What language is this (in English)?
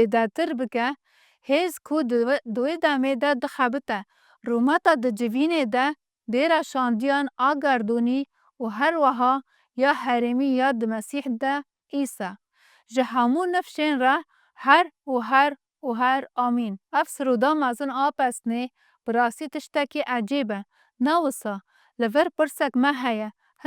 Kurdish